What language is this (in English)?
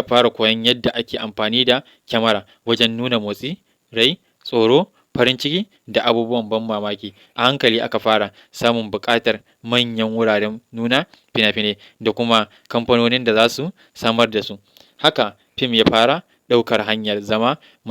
Hausa